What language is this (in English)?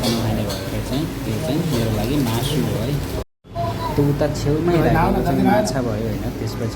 Nepali